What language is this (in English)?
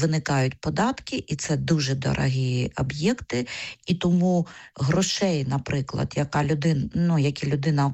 Ukrainian